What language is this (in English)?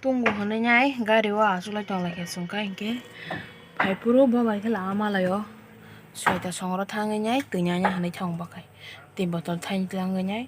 Kok Borok